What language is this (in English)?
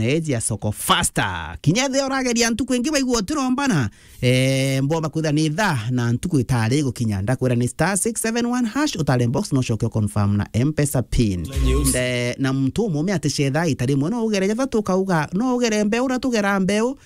Meru